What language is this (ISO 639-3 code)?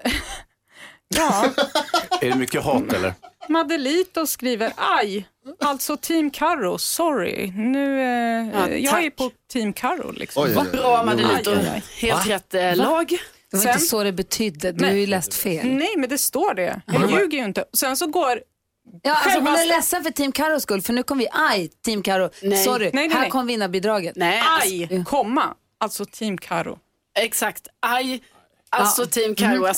swe